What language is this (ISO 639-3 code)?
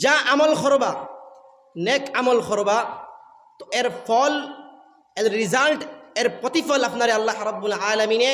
syl